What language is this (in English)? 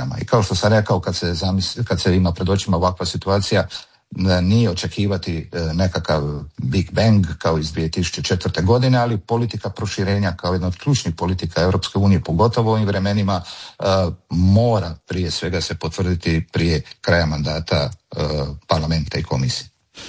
Croatian